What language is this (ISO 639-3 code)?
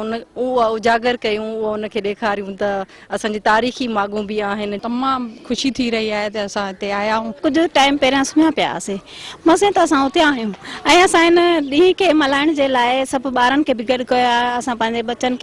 snd